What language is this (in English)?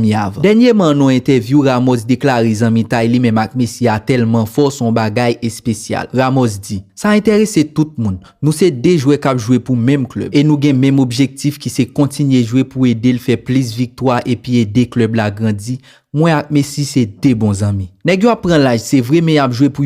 Haitian Creole